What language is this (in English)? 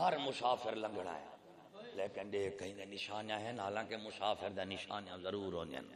Saraiki